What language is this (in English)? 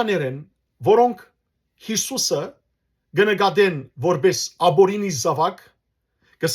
Western Armenian